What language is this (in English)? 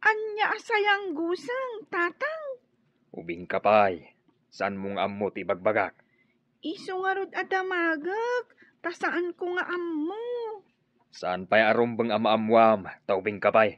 Iloko